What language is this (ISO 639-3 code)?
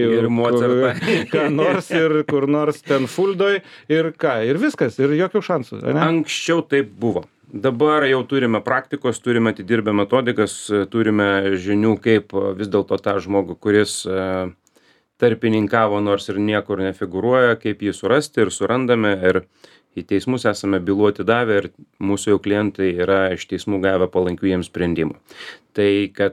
lit